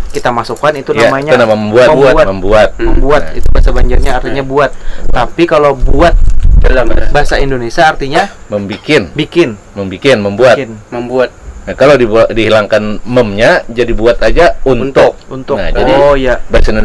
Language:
Banjar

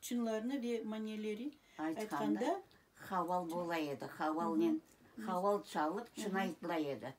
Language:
Crimean Tatar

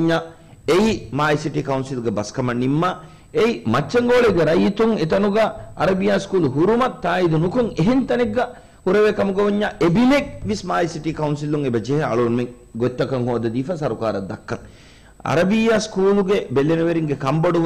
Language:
Divehi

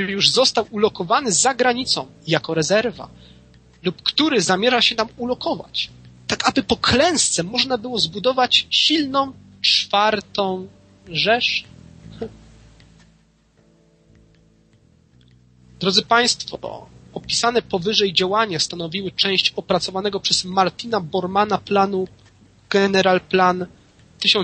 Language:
Polish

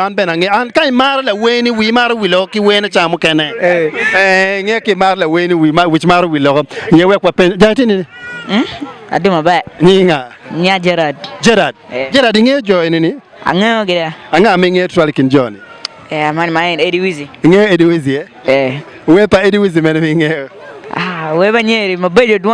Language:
Acoli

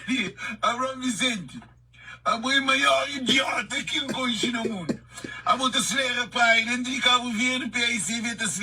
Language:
Kabuverdianu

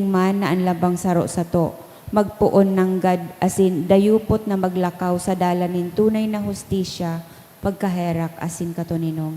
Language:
Bikol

